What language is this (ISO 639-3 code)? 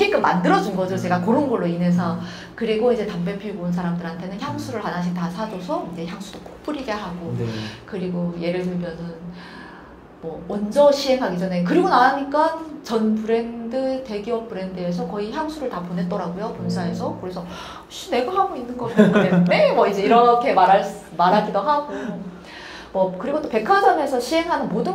kor